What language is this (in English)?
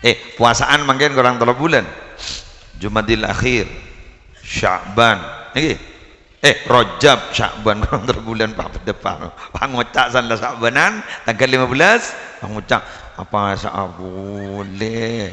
Madurese